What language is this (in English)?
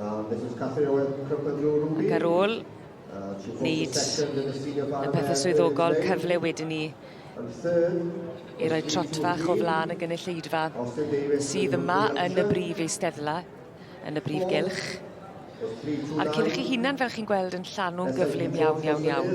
Welsh